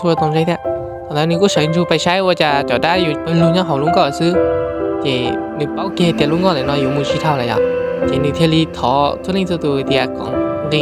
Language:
Hmong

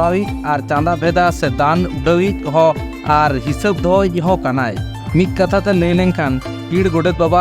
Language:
Santali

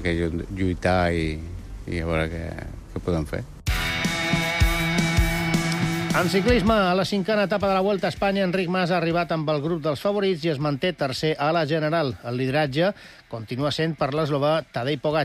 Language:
Catalan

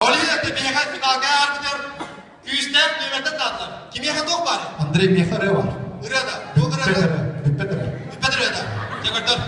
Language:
Yakut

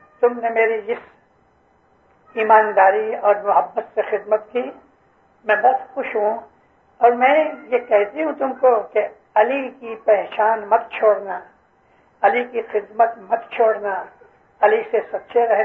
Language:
Urdu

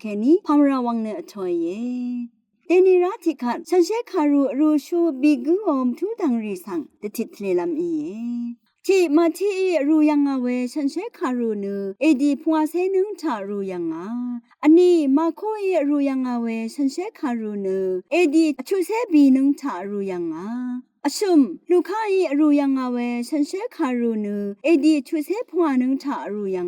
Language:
Rawang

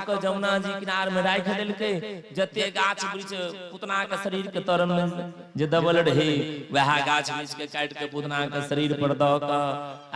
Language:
Maithili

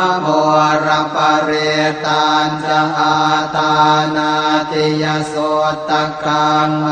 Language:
Pali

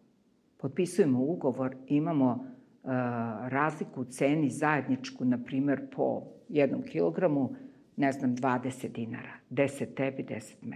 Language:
Serbian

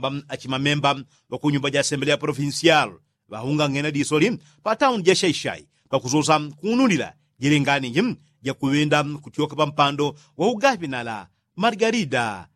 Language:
Yao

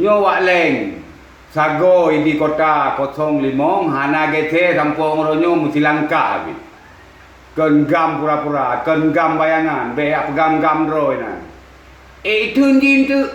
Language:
Achinese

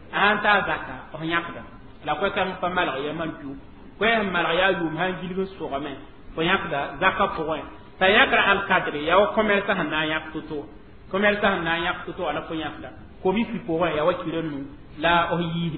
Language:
Mossi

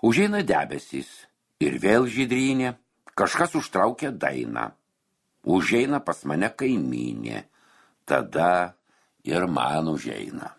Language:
Lithuanian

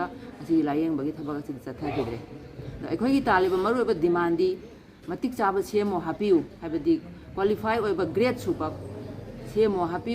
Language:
Manipuri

